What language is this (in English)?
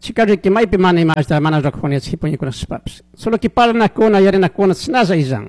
Chimborazo Highland Quichua